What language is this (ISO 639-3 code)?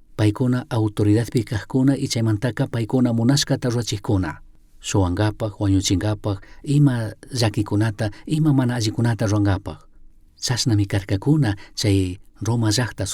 qug